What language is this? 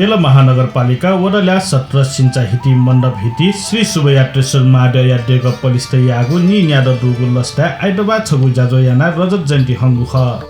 Newari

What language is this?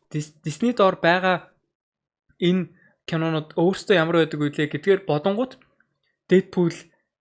Mongolian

